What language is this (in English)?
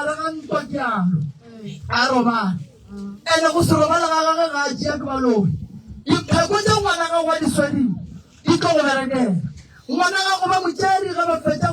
Northern Sotho